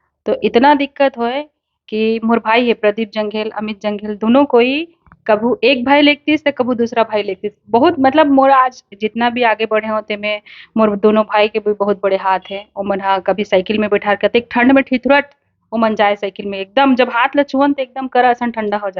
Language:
Chhattisgarhi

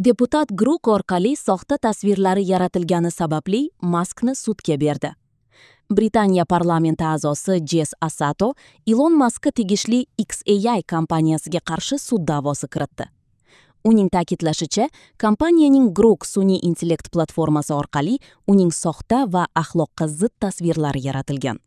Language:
Uzbek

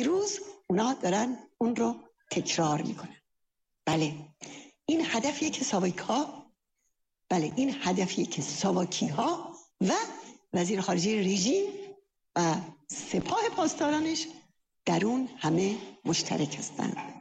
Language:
Persian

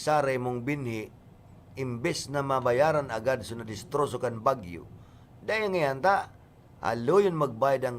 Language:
Bikol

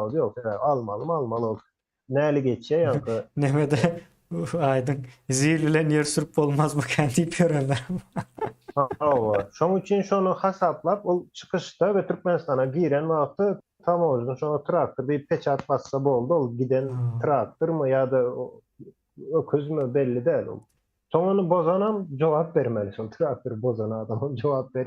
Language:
Turkmen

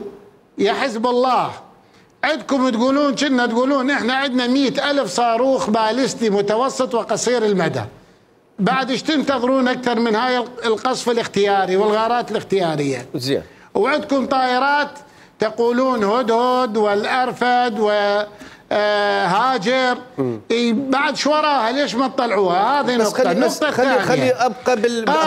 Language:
Mesopotamian Arabic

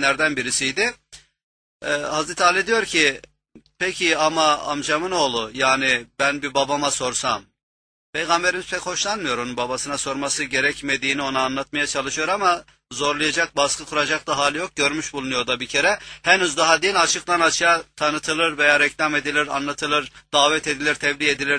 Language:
Turkish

